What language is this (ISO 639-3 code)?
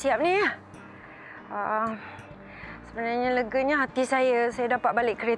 msa